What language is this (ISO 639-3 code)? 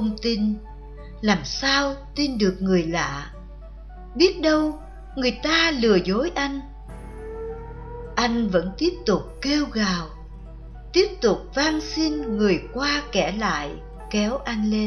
vie